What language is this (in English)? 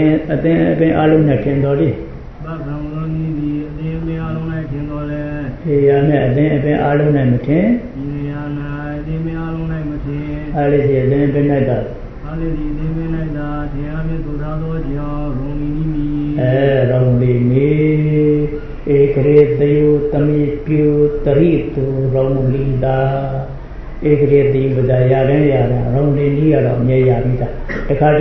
Burmese